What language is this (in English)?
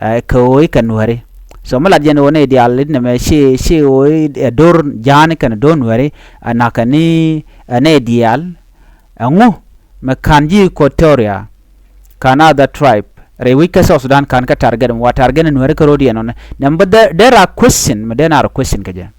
Nuer